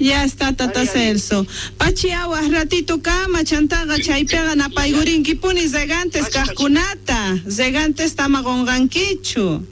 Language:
South Bolivian Quechua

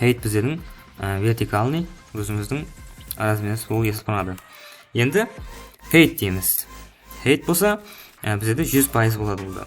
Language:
Kara-Kalpak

